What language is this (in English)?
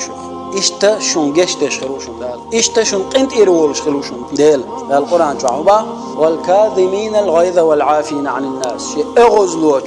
Chechen